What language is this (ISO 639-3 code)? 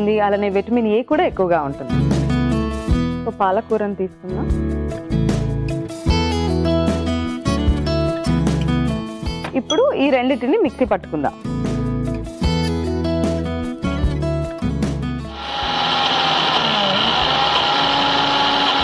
tel